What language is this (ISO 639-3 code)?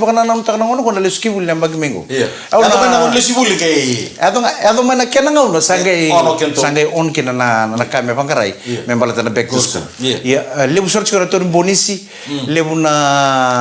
fij